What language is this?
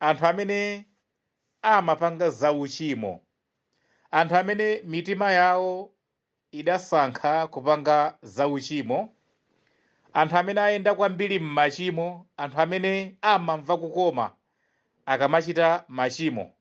Nyanja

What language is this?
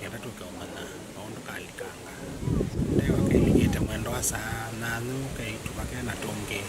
Kamba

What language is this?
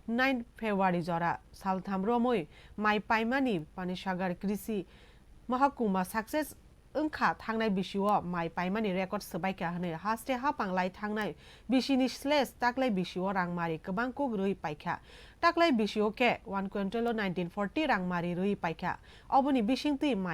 Kok Borok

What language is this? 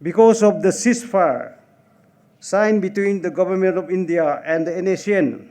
Tangkhul Naga (India)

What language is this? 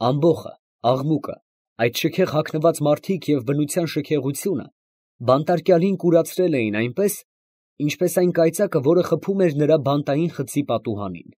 Armenian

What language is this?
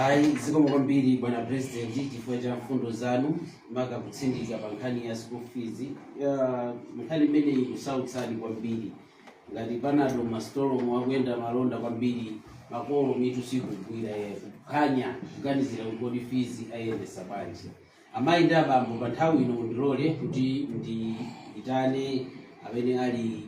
Nyanja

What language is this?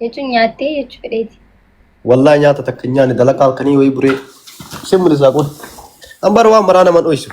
Oromo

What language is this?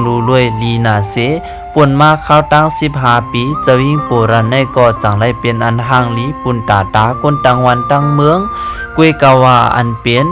Shan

